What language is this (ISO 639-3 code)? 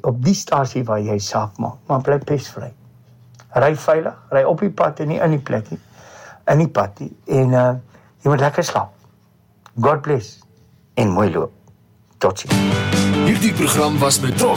afr